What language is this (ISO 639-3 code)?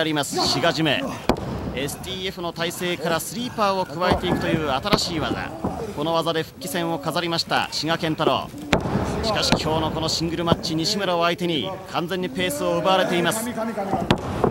jpn